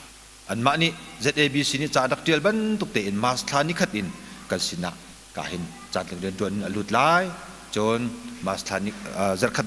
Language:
Hakha Chin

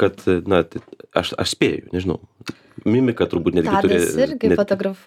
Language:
Lithuanian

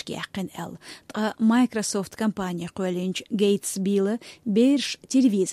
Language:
Chechen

